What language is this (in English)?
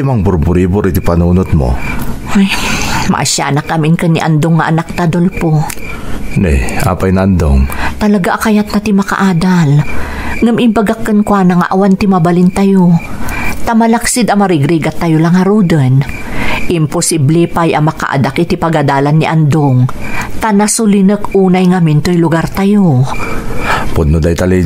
Iloko